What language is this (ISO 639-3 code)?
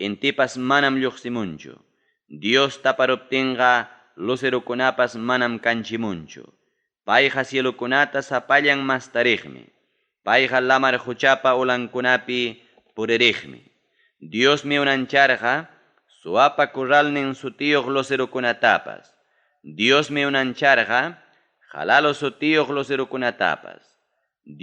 quy